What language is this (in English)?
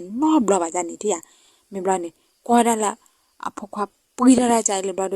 S'gaw Karen